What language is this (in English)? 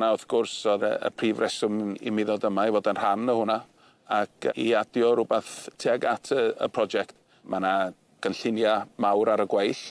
Welsh